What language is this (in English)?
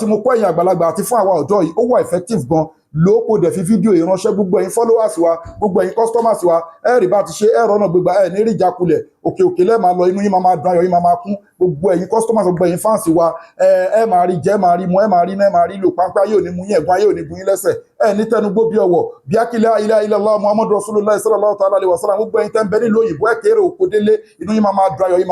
Yoruba